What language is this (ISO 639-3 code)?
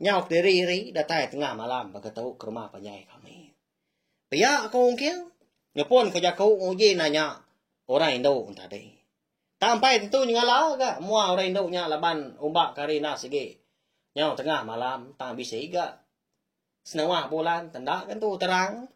iba